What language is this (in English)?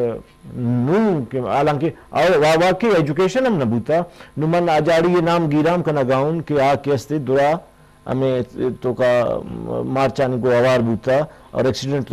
Urdu